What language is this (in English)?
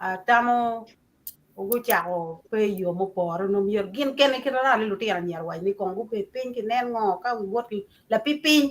Acoli